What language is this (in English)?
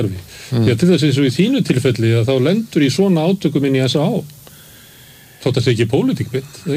Icelandic